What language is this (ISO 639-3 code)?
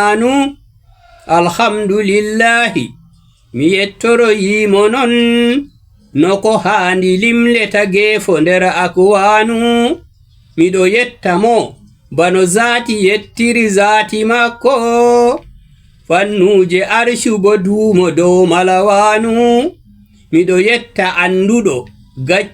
ful